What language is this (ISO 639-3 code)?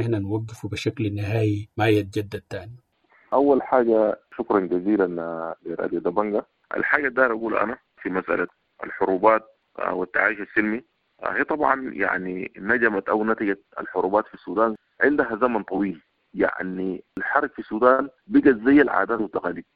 apd